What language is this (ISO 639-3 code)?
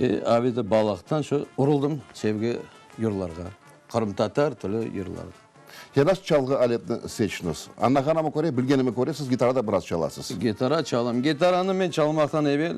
crh